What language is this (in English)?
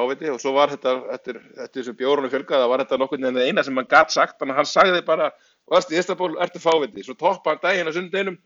Icelandic